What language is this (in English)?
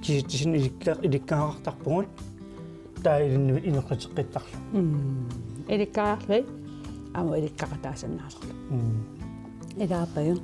Kalaallisut